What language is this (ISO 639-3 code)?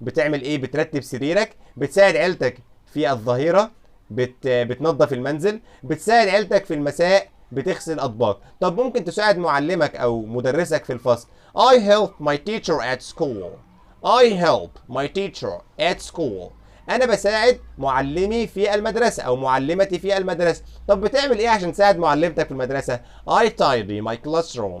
arz